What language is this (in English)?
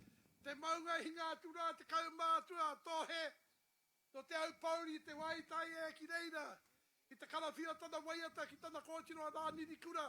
Māori